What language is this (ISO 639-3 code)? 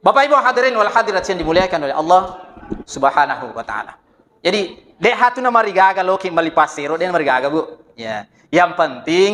bug